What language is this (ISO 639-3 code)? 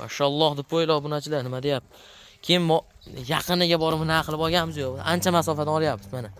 uzb